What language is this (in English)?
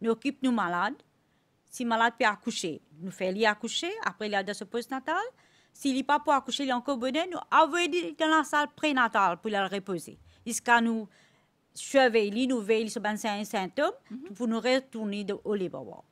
Morisyen